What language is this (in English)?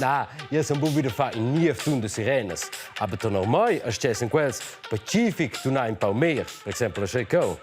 Romansh